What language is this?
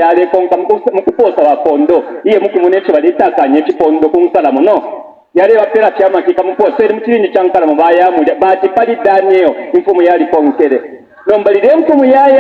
Bemba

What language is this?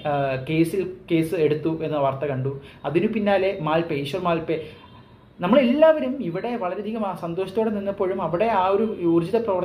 Malayalam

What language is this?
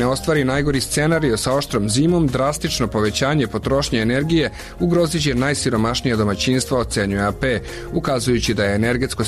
Serbian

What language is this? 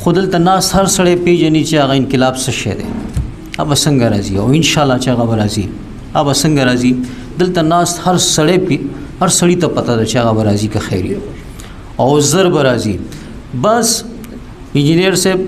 Pashto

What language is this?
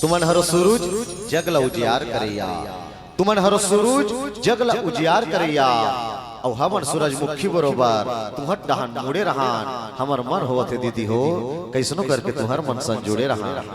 Chhattisgarhi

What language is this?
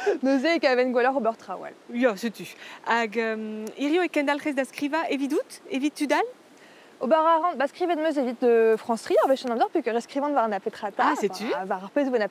Breton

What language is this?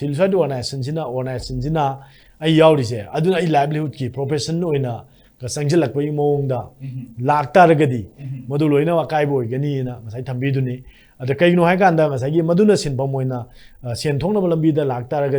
Manipuri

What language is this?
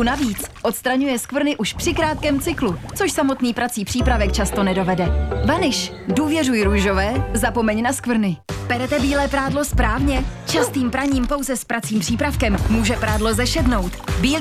Czech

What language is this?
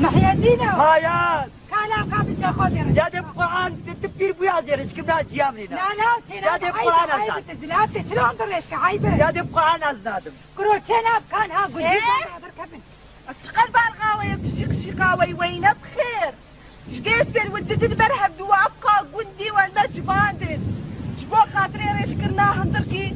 Kurdish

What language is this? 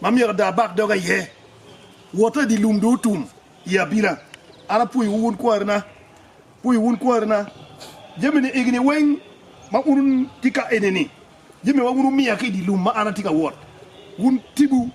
Acoli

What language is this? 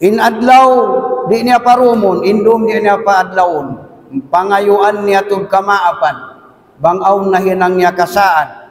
Tausug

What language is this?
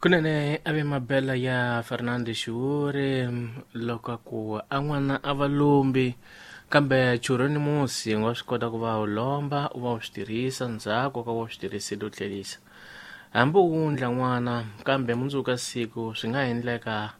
Tsonga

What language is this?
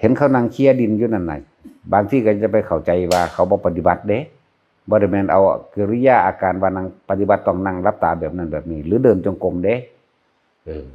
Northeastern Thai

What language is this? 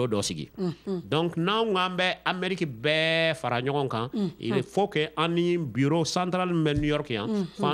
Bambara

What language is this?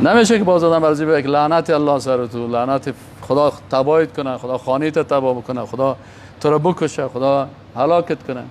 Persian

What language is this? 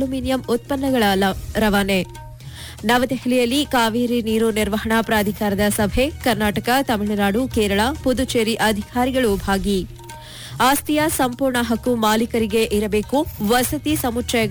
Kannada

